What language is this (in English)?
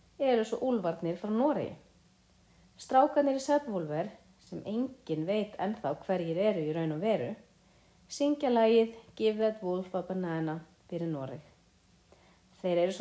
Icelandic